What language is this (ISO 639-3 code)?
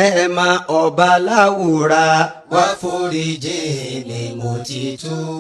yor